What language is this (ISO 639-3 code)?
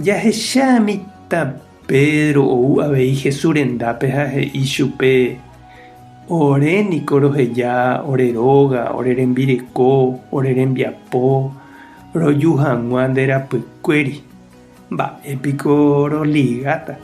grn